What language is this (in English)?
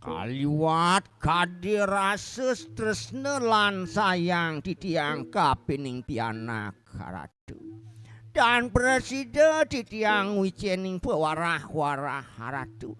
Balinese